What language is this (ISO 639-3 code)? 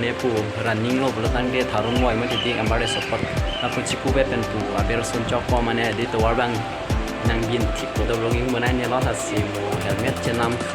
mjw